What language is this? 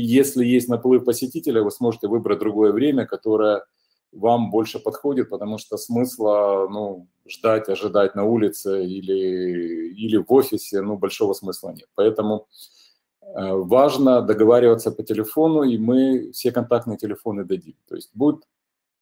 Russian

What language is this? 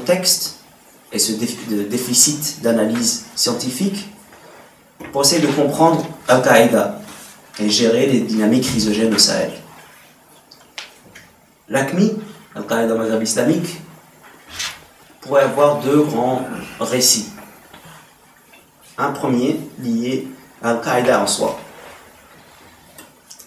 French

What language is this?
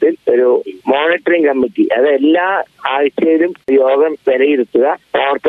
Malayalam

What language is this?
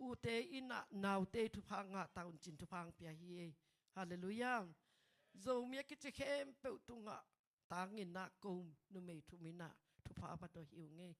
Tedim Chin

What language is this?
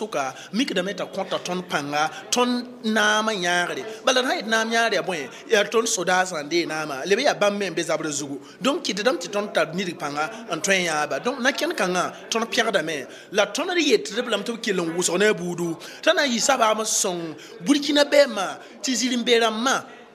Mossi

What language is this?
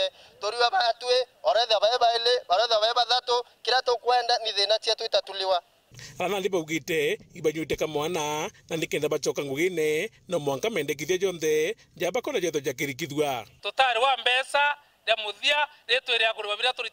Meru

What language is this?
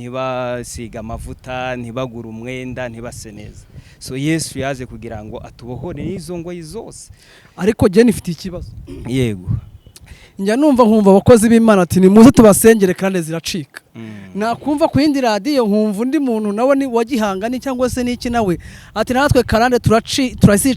Kinyarwanda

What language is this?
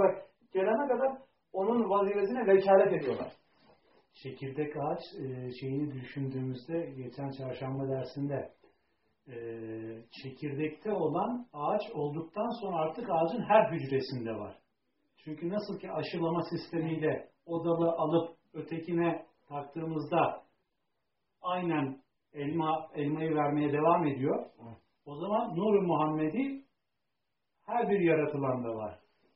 Turkish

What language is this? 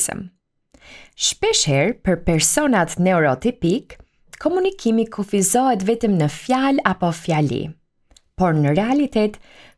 Albanian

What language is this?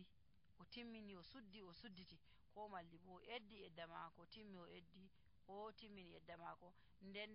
Nigerian Fulfulde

